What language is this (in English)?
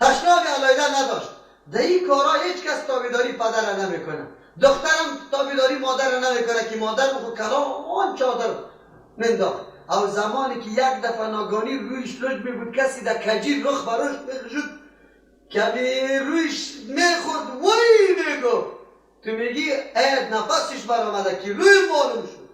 Persian